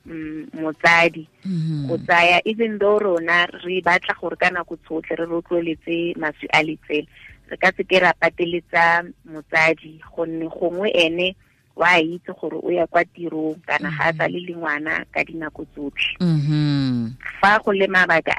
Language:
Tswana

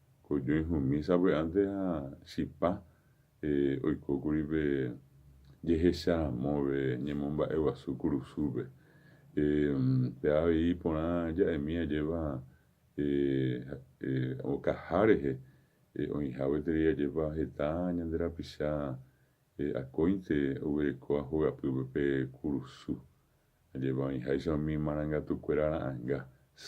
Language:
Guarani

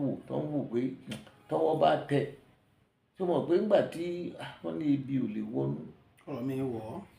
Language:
Yoruba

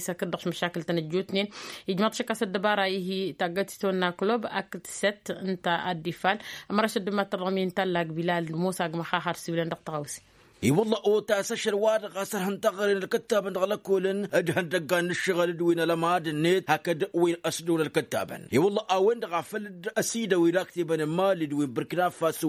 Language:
Tamasheq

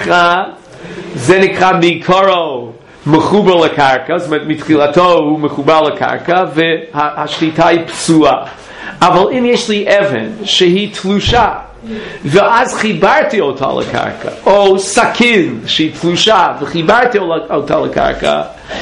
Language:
Hebrew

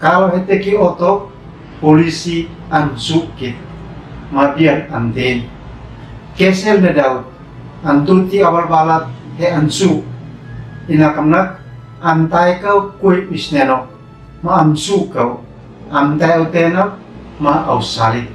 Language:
Uab Meto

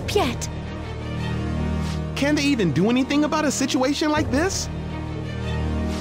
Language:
English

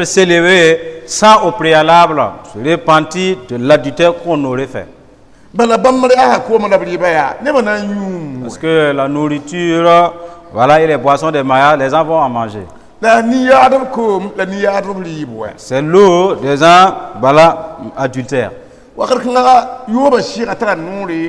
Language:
Mossi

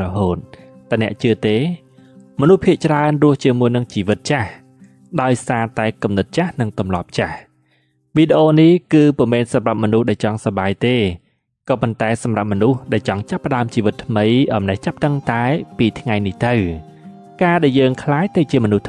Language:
Khmer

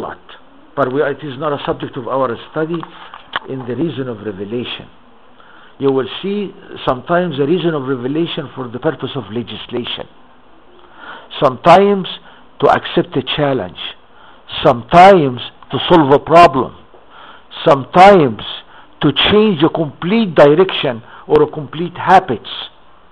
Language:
English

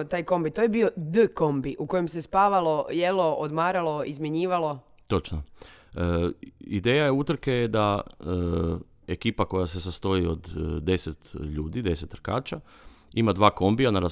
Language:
Croatian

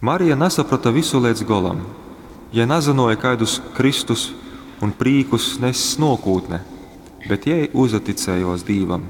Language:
Latgalian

